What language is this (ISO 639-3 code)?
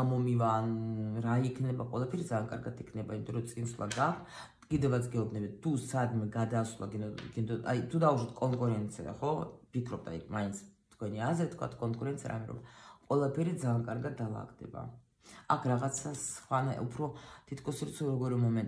kat